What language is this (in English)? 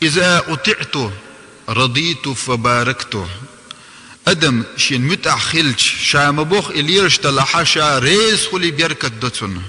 Chechen